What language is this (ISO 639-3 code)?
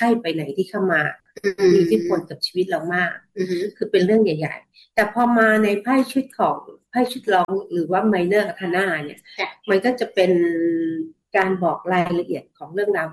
tha